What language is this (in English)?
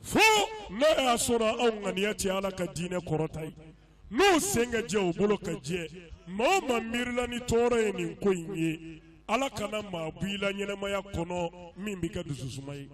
Bambara